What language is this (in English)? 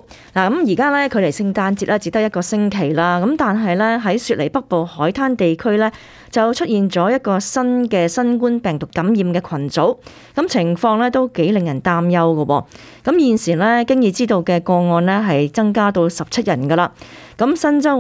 Cantonese